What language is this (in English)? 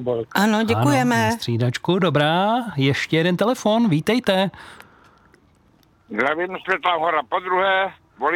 Czech